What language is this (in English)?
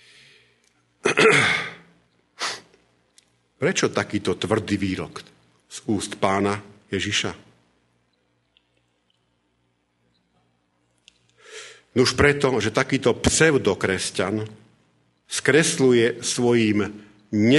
Slovak